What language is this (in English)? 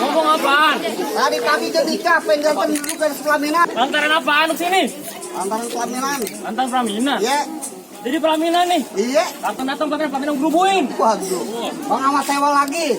Betawi